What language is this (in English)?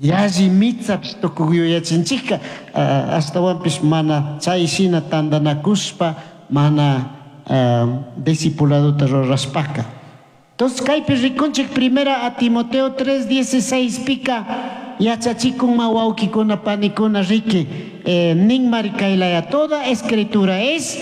Chimborazo Highland Quichua